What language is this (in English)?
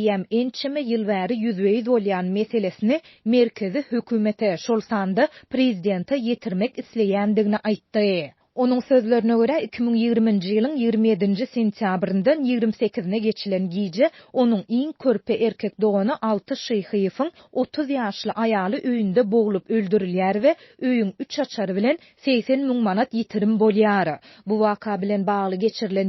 Turkmen